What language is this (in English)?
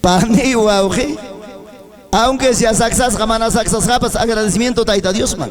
Ayacucho Quechua